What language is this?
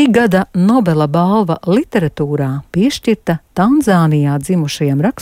Latvian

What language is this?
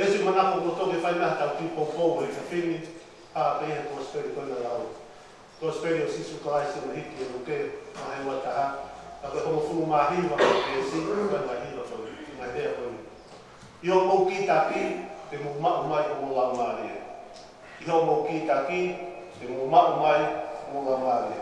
Tongan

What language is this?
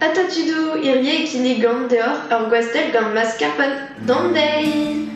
Breton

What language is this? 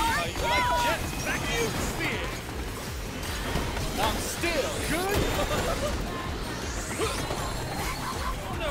English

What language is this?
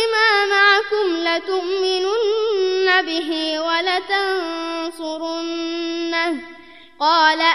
Arabic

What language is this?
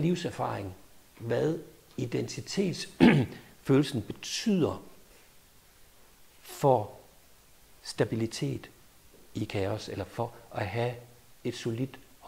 Danish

